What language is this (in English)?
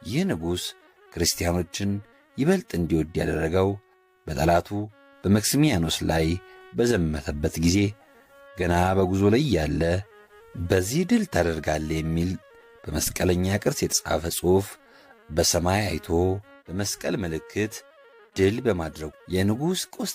Amharic